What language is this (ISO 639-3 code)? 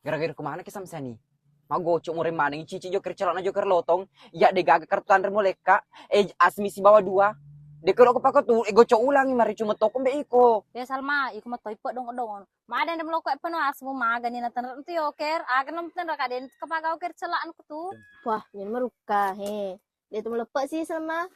bug